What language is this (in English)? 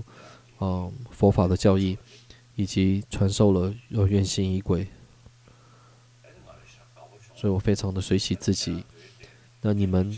Chinese